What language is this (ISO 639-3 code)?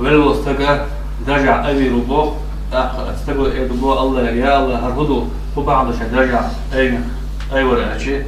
che